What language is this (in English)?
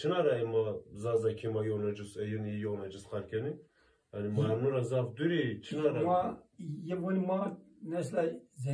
Zaza